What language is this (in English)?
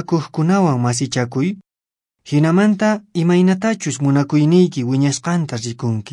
Quechua